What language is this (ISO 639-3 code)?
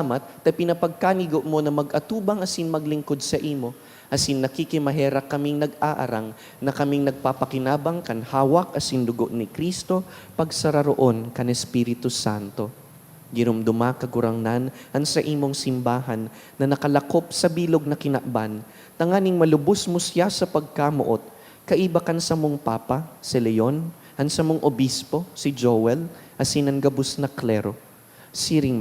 bik